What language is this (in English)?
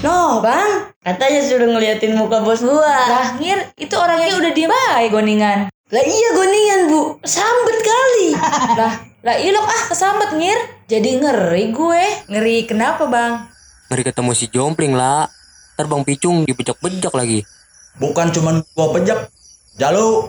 Betawi